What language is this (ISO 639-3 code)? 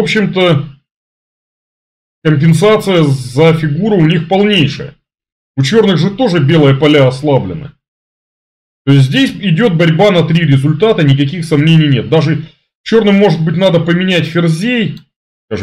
rus